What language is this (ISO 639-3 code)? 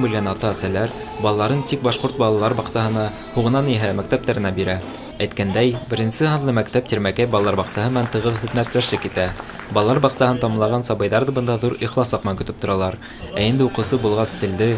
bak